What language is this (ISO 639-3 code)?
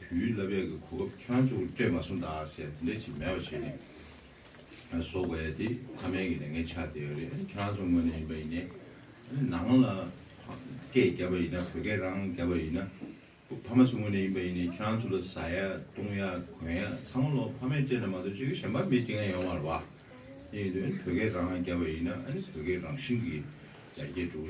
bod